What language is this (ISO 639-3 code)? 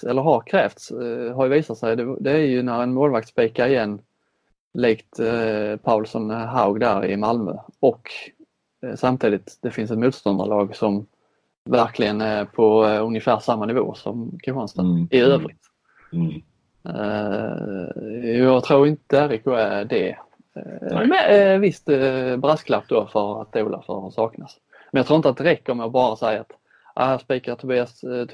swe